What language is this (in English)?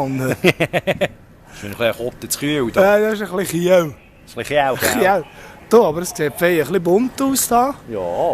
Swiss German